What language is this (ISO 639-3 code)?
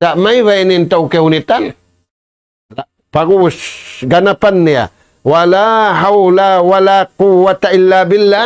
tsg